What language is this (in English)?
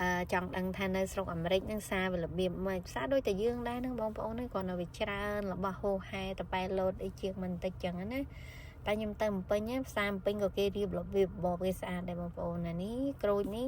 Khmer